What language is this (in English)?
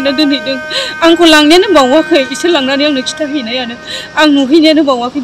Bodo